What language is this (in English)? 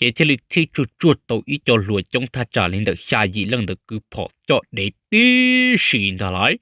Hmong